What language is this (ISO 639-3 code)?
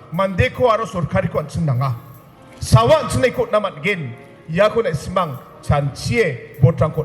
grt